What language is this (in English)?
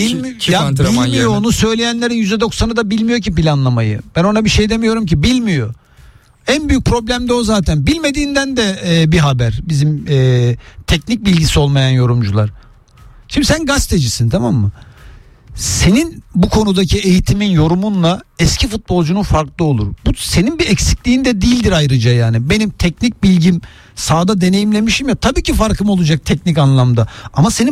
Turkish